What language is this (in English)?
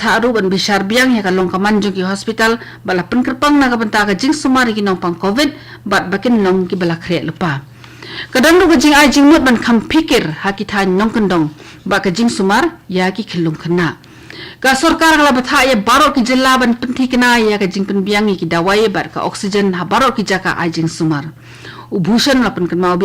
Khasi